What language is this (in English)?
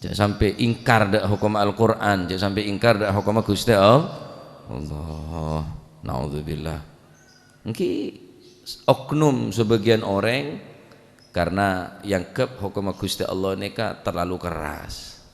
Madurese